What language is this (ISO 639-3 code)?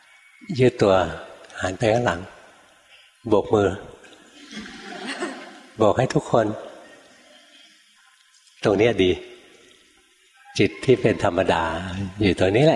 tha